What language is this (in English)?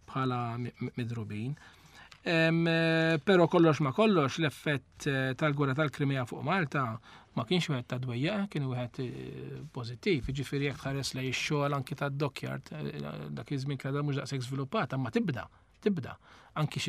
Maltese